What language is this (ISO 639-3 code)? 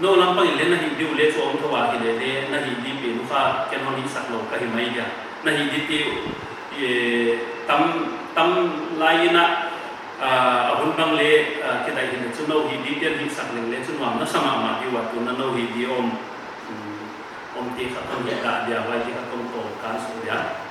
pck